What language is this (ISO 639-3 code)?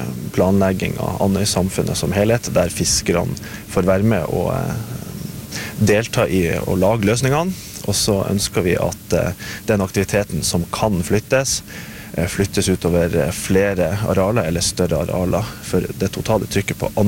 nor